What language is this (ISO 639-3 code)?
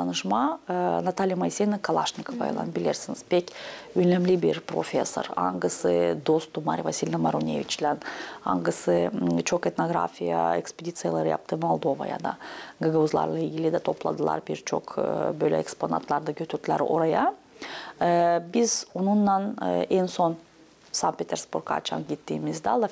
gag